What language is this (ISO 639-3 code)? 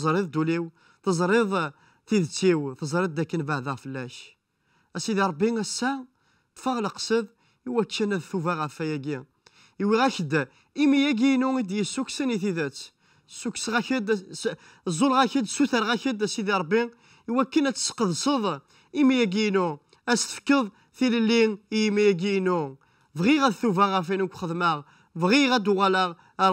kab